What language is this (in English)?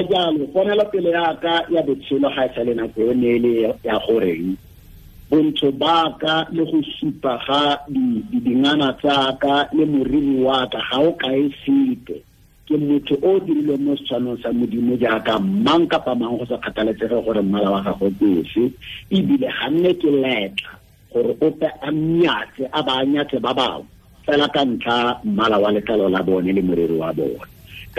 Tswana